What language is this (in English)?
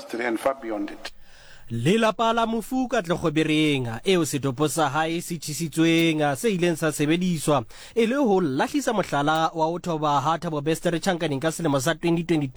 Southern Sotho